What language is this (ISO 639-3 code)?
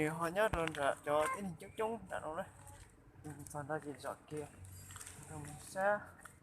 hmn